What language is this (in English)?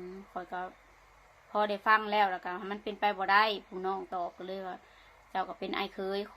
Northeastern Thai